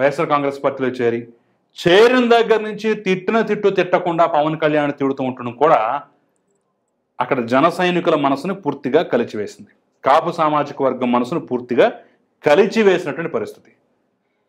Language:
Telugu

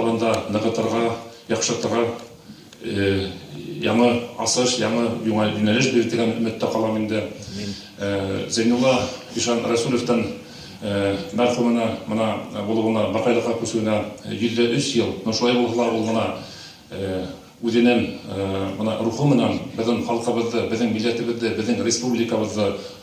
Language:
Bashkir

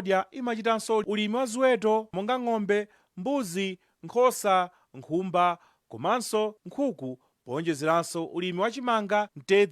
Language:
Nyanja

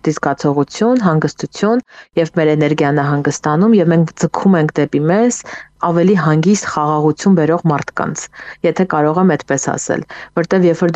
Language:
Armenian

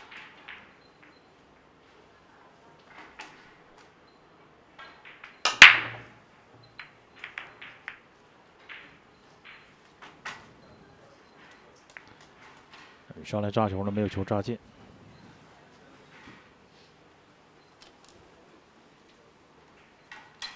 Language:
Chinese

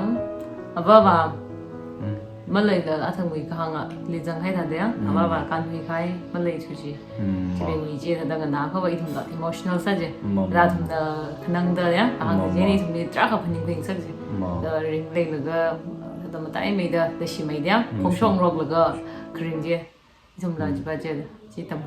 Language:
Tangkhul Naga (India)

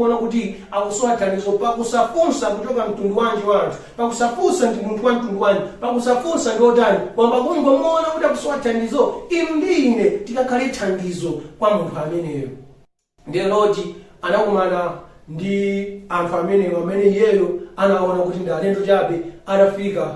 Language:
Nyanja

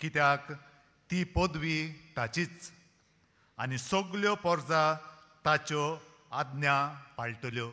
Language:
Konkani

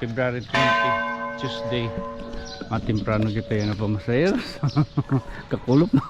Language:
Waray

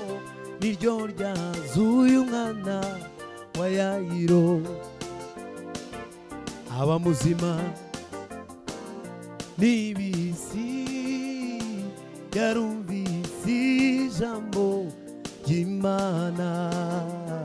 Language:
Kinyarwanda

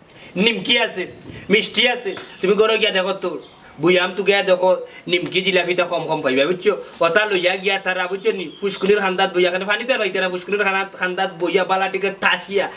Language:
Sylheti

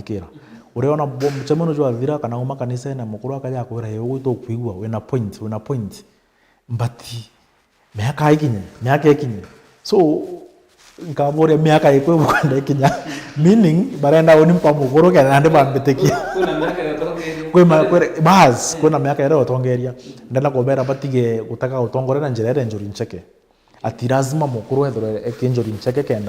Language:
Meru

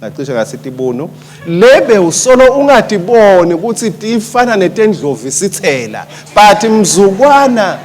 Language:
Swati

